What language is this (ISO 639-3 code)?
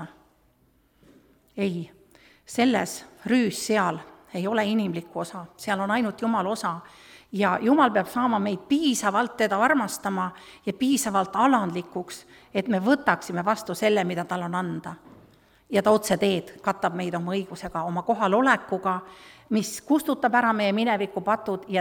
est